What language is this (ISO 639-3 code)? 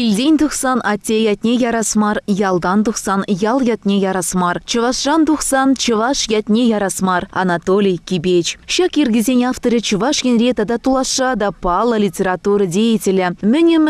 chv